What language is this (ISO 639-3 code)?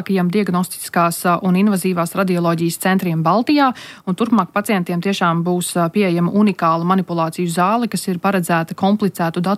lav